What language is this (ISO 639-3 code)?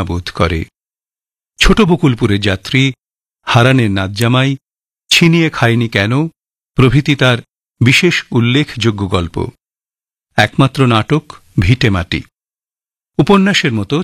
ben